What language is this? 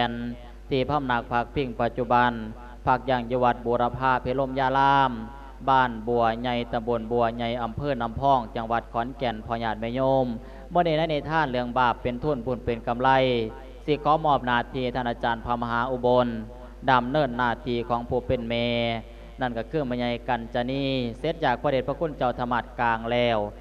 Lao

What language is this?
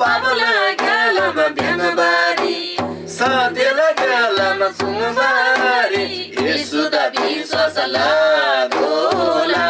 Eastern Tamang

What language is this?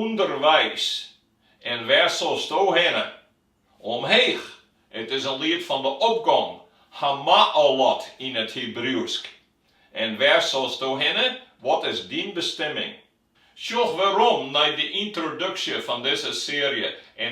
Western Frisian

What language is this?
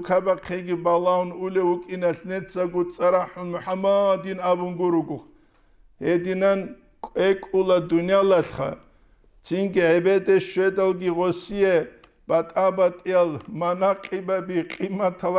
Avaric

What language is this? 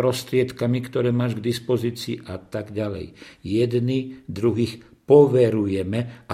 Slovak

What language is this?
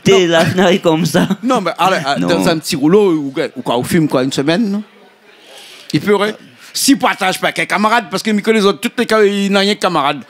Réunion Creole French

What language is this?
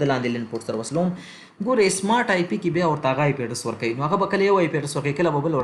Pashto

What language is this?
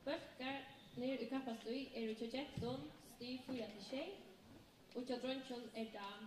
Faroese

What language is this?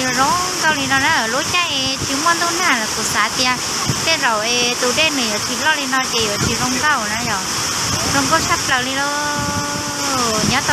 Hmong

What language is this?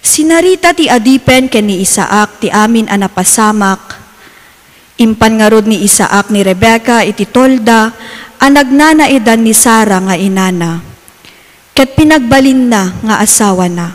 Iloko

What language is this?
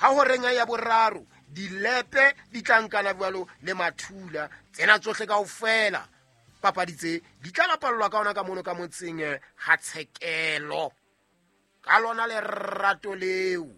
Southern Sotho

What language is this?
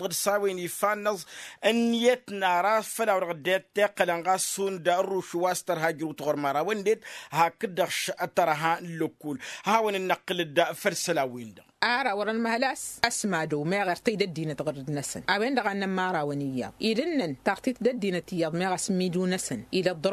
Tamasheq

